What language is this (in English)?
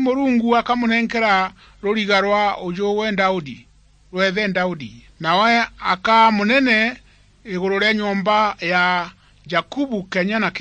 Meru